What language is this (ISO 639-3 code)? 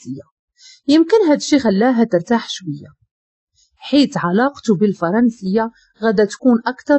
ary